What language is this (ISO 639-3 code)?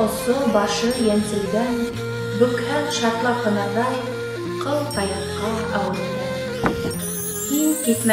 bak